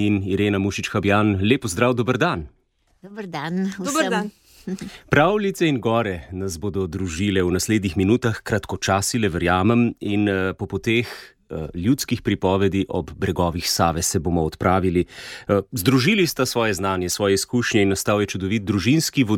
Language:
Slovenian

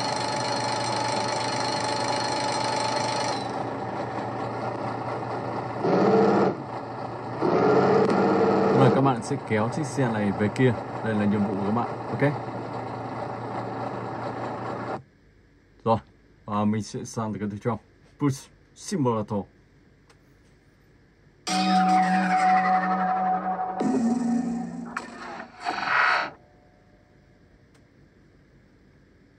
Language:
Vietnamese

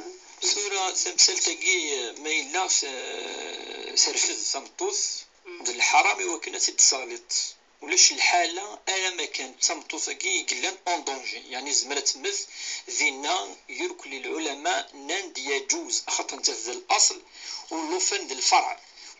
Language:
Kabyle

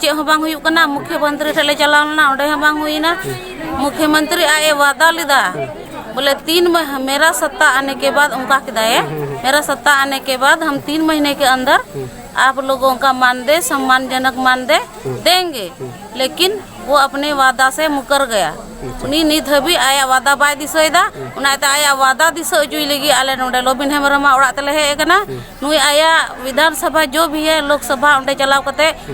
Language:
Santali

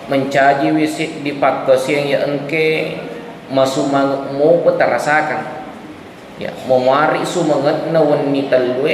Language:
Buginese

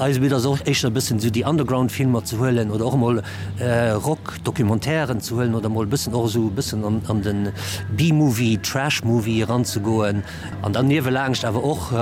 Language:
Luxembourgish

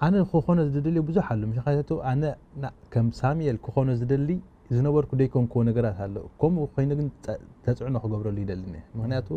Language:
Tigrinya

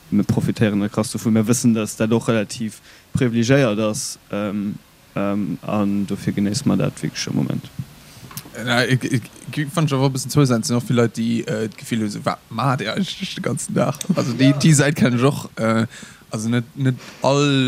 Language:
Luxembourgish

